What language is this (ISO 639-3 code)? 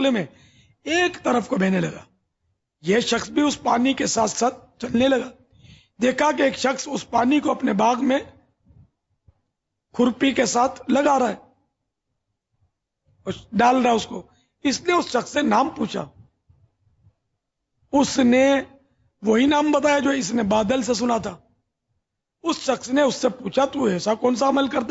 urd